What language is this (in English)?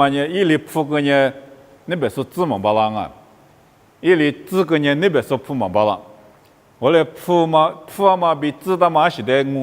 Lisu